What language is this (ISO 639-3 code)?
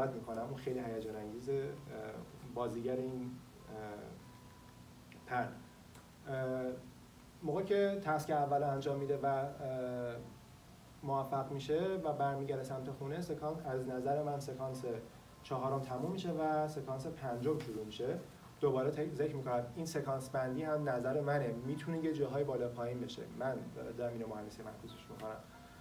fas